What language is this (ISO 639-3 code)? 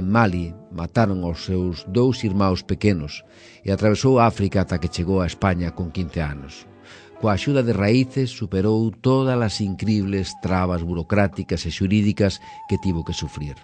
glg